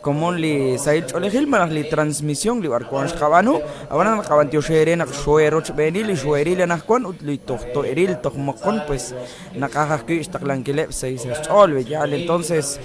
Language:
Kekchí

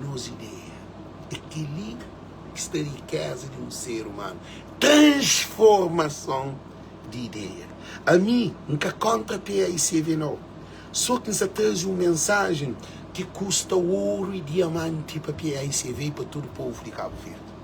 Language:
Kabuverdianu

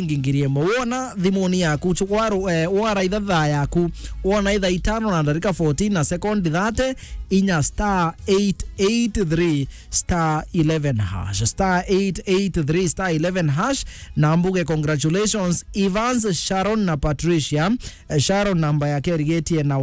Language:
Meru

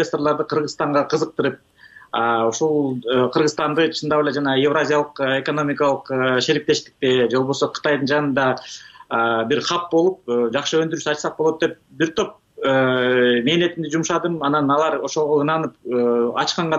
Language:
Kyrgyz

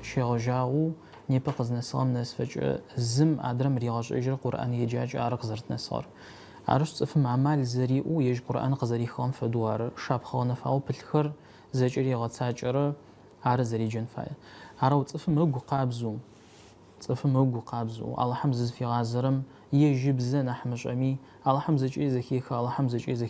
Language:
Adyghe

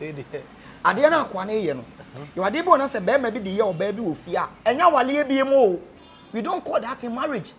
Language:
Akan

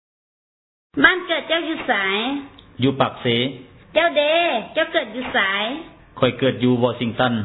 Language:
Lao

